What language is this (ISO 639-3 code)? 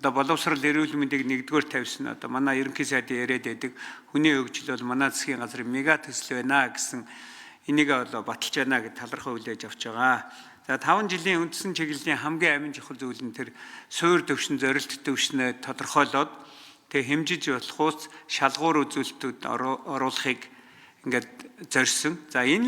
mon